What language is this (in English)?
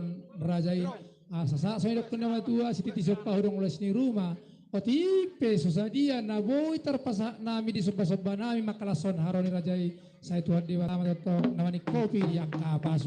Batak Toba